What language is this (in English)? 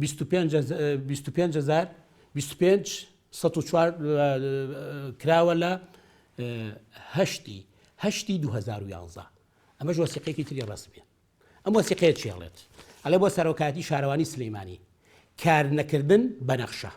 Central Kurdish